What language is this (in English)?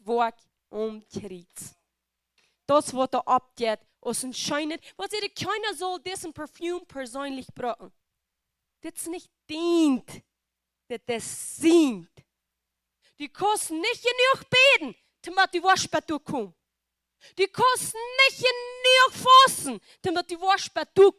Plautdietsch